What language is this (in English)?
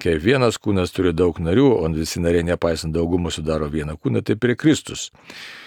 Lithuanian